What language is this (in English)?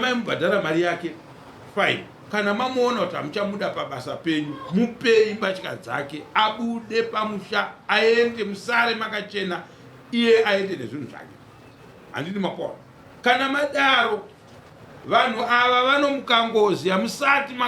Shona